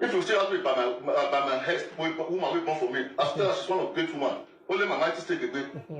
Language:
Nigerian Pidgin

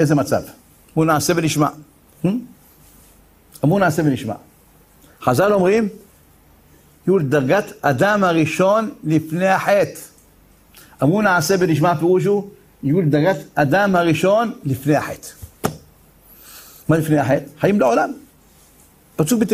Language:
Hebrew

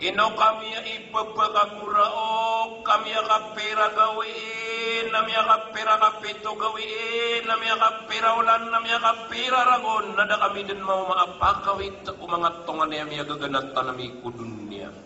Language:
Maranao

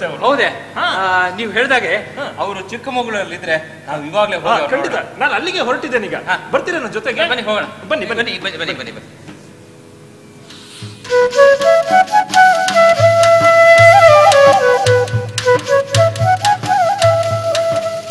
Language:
Kannada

